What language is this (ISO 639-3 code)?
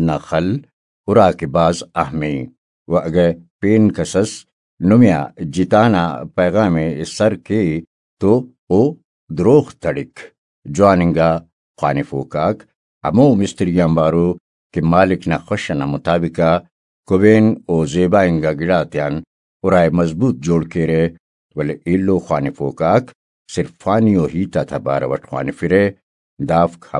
brh